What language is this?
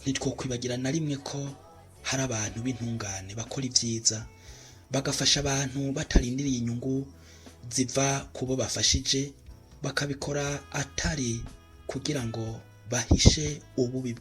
Rundi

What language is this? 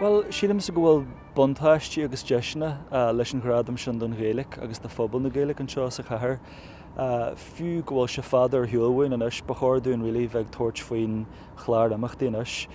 Irish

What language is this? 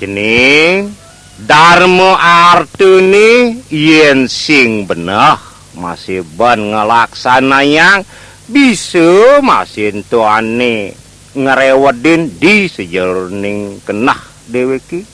Balinese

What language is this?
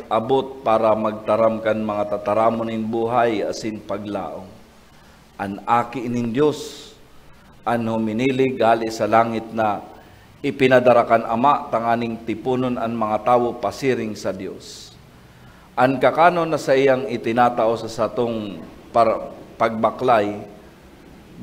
Bikol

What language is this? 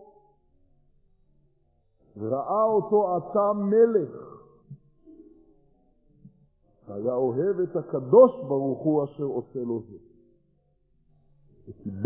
Hebrew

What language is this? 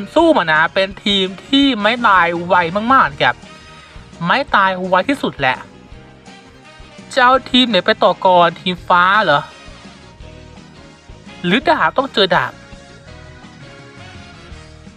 Thai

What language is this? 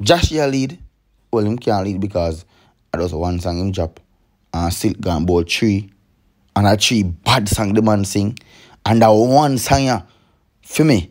Jamaican Creole English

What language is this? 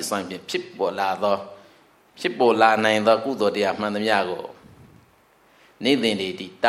Burmese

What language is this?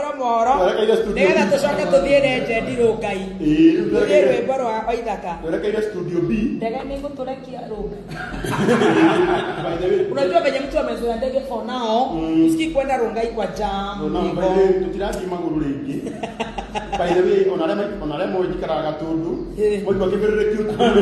Kikuyu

